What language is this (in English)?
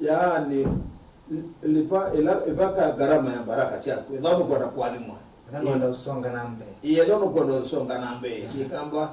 Kamba